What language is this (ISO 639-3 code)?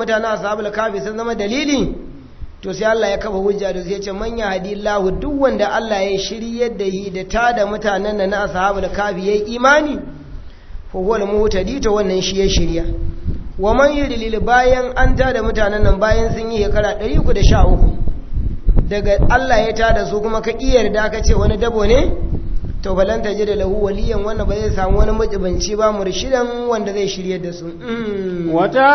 hau